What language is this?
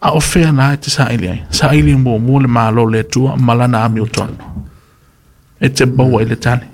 Samoan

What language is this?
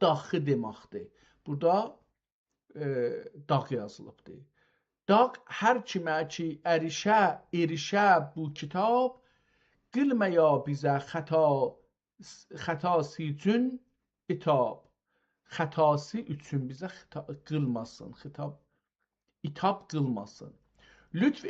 South Azerbaijani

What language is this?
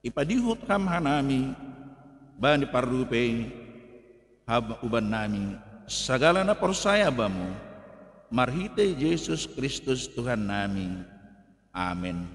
Batak Simalungun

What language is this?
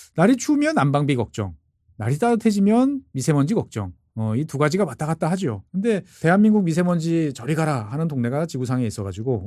Korean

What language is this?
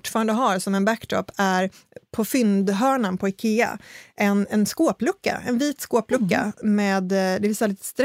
Swedish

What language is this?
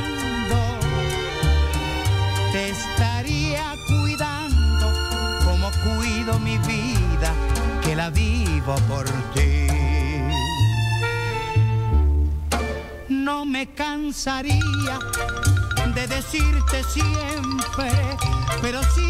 Spanish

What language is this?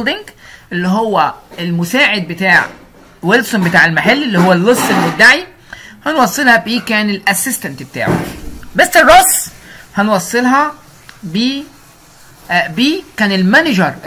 Egyptian Arabic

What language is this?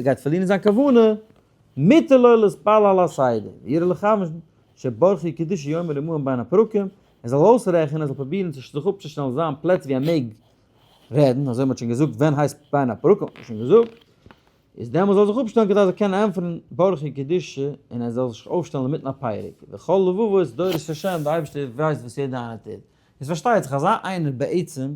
Yiddish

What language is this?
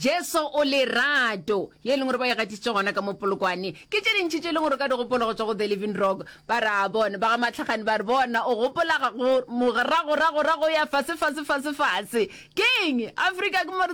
Northern Sotho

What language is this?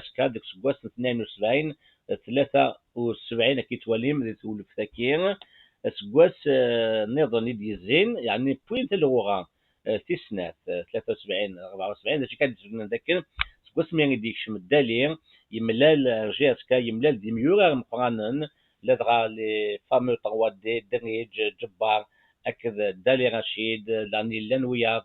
Kabyle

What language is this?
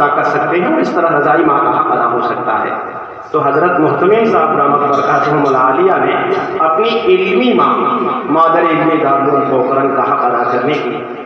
Urdu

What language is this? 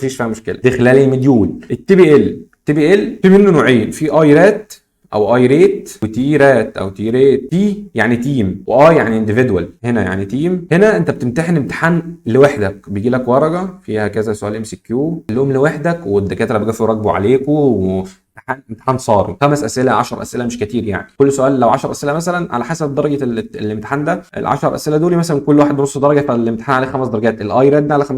Egyptian Arabic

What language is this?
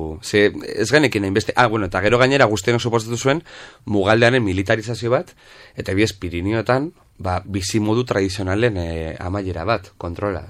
Basque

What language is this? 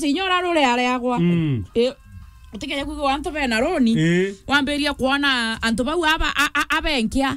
Meru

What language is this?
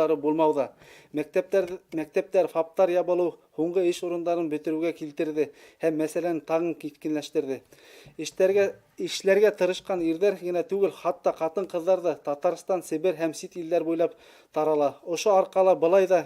Bashkir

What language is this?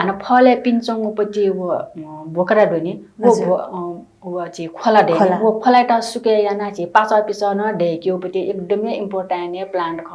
Newari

